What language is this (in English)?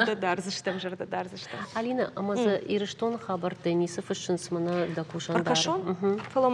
Ossetic